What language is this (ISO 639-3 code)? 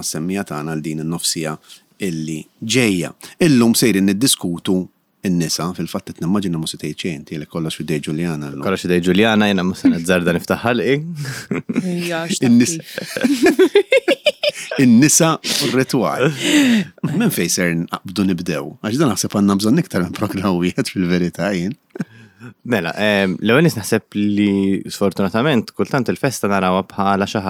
mlt